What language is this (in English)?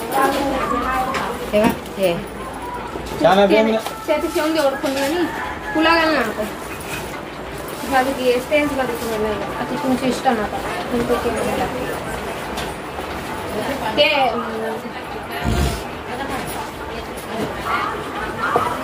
Marathi